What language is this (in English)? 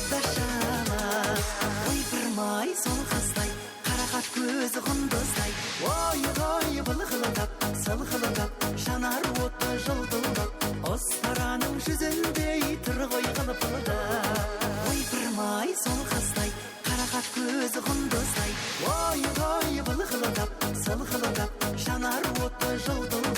Kara-Kalpak